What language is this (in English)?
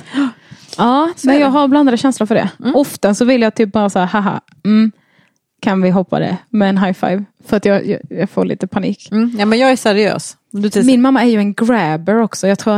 Swedish